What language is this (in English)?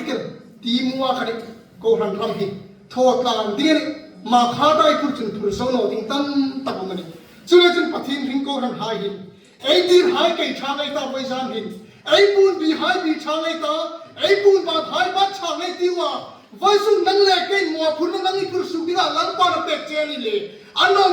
Hmar